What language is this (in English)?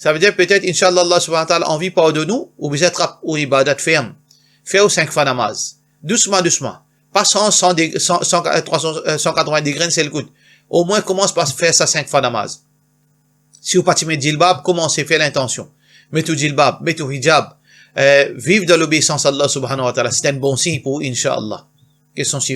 Morisyen